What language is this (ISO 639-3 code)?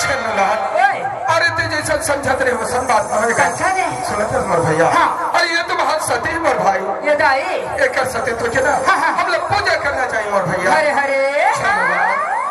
hne